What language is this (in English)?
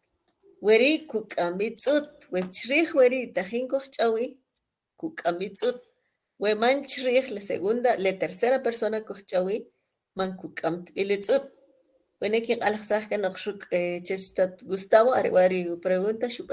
Kʼicheʼ